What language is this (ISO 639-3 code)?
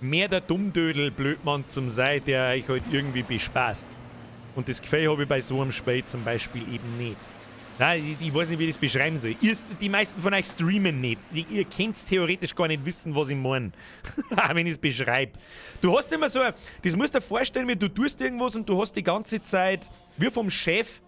bar